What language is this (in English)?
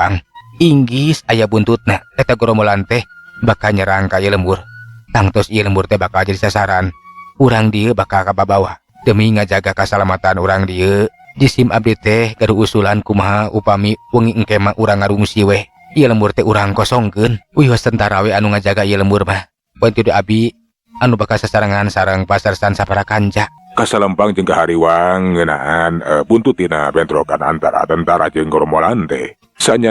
Sundanese